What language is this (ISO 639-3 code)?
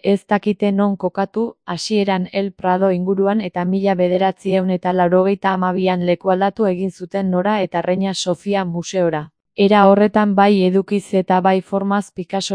eus